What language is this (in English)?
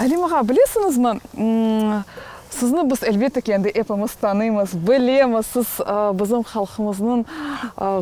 Crimean Tatar